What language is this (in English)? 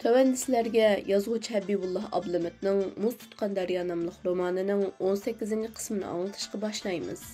Uyghur